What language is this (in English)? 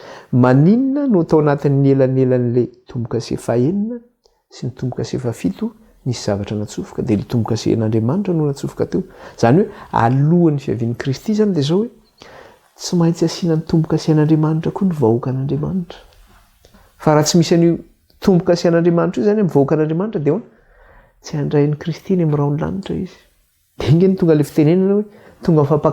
Malagasy